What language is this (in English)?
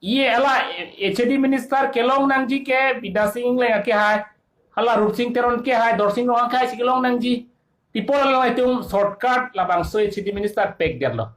Karbi